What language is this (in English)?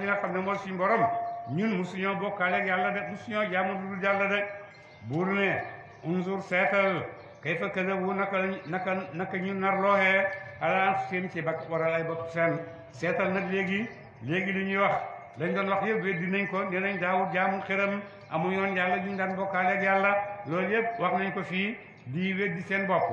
Wolof